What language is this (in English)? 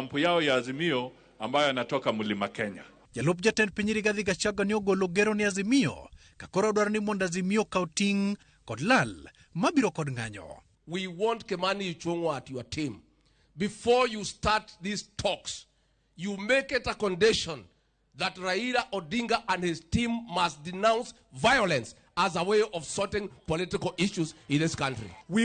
Luo (Kenya and Tanzania)